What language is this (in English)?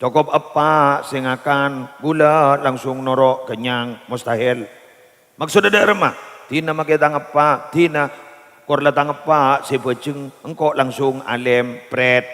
Madurese